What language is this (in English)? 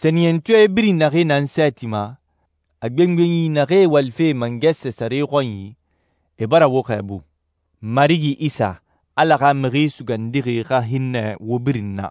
Susu